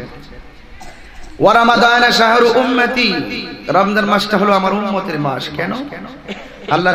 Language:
Bangla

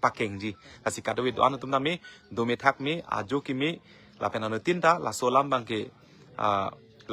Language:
Karbi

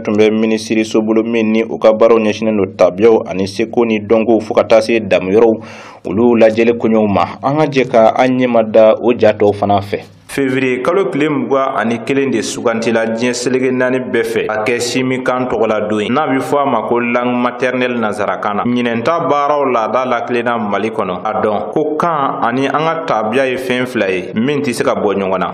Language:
Bambara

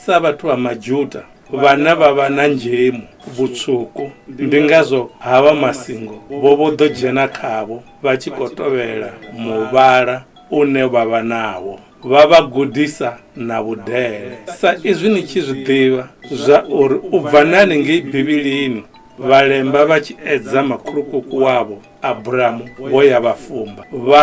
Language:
Venda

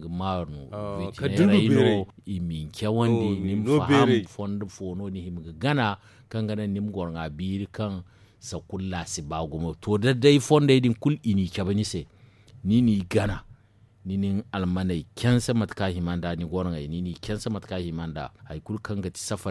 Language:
Zarma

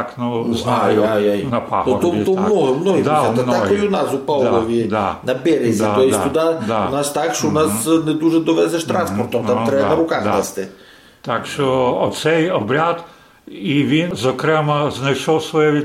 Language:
Rusyn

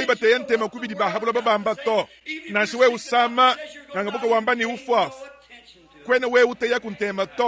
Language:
Luba-Lulua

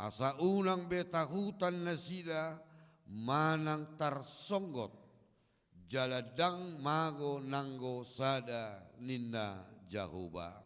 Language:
Batak Toba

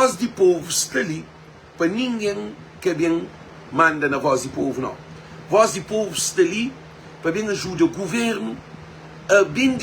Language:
Kabuverdianu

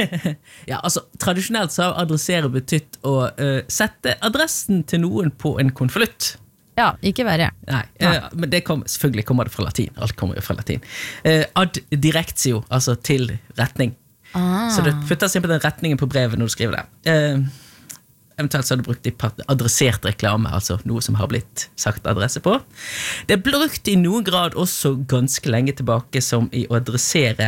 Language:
Norwegian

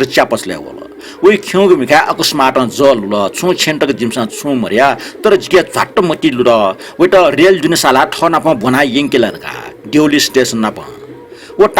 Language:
Newari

